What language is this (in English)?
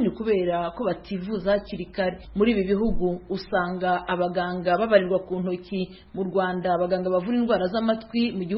Kinyarwanda